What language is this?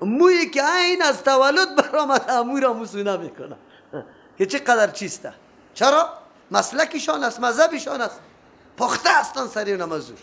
Persian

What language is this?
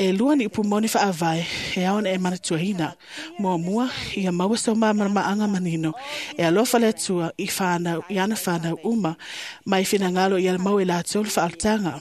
Samoan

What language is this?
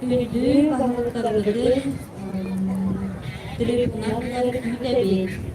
Yakut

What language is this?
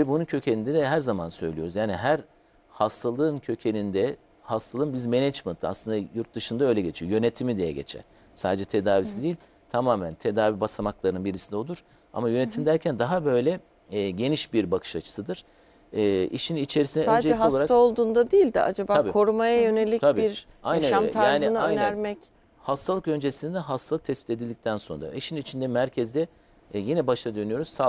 Turkish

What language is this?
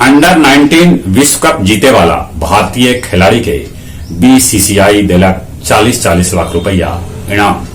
Magahi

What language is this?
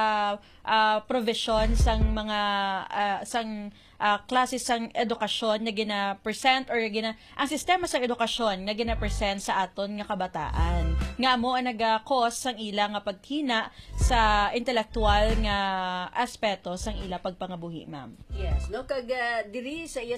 Hiligaynon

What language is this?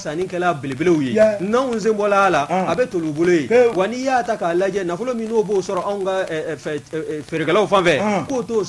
Bambara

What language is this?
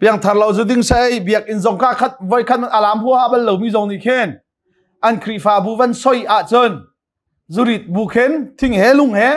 Hakha Chin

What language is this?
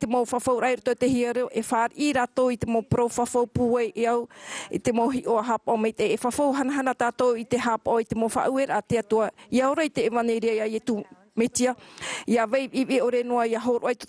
Tahitian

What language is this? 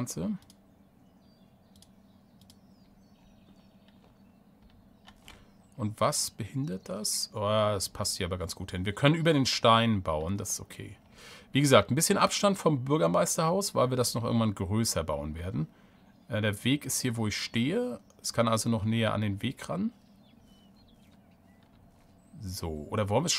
German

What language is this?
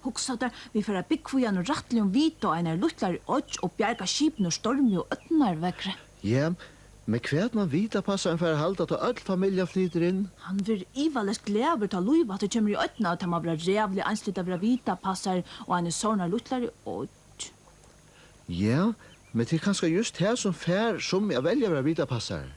Faroese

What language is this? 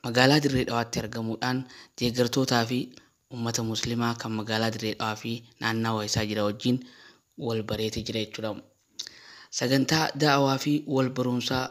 Oromo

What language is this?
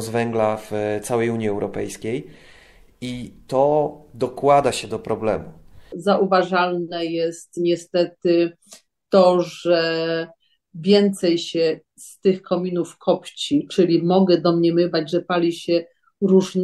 Polish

